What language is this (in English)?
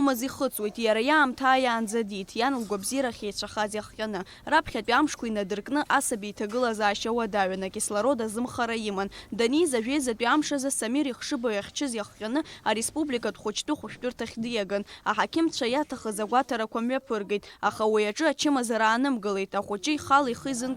Abkhazian